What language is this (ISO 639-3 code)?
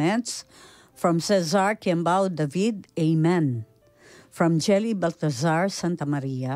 pam